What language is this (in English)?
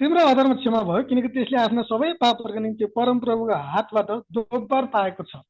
Nepali